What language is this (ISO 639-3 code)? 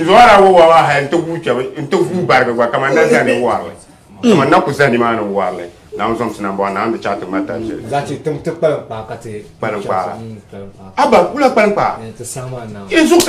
dag